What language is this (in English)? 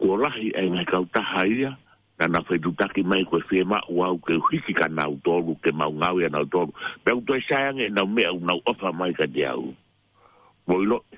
Tongan